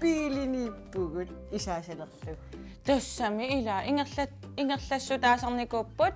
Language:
Kalaallisut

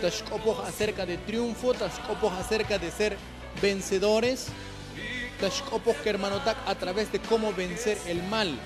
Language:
Tzotzil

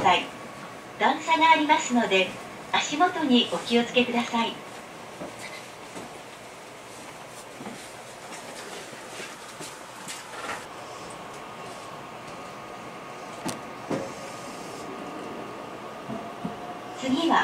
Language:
Japanese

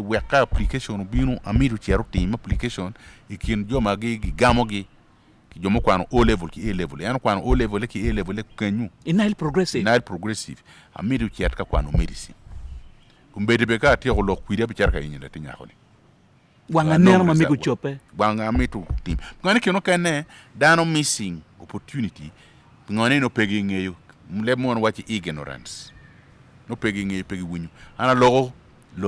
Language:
Acoli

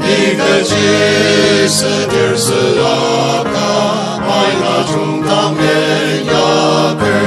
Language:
Ao Naga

